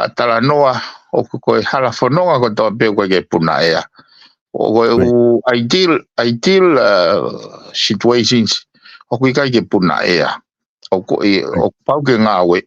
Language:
Tongan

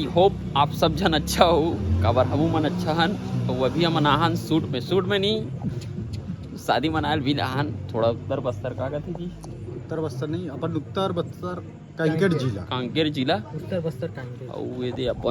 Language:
Chhattisgarhi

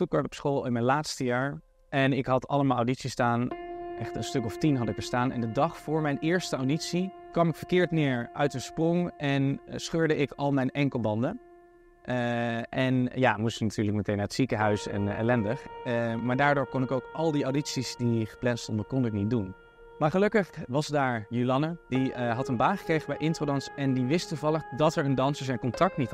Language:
Dutch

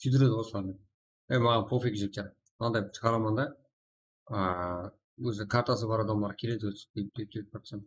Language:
Kara-Kalpak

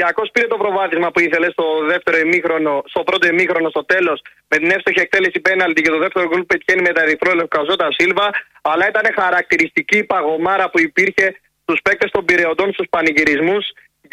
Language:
Greek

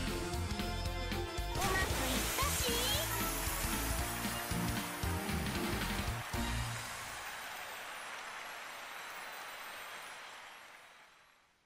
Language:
Japanese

